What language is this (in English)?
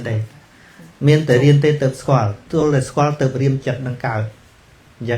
Khmer